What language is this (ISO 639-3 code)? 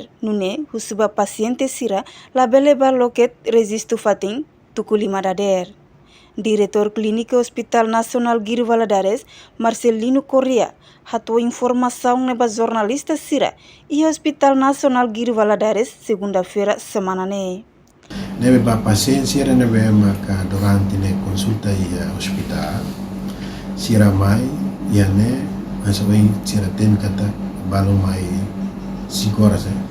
tet